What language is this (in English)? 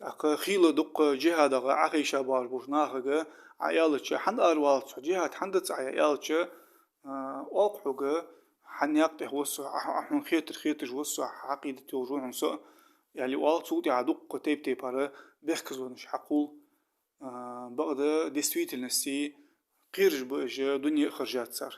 Ingush